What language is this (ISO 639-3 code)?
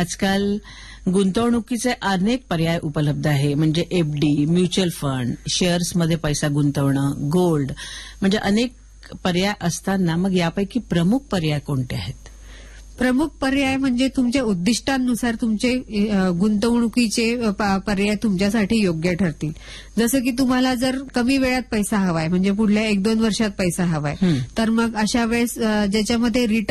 mar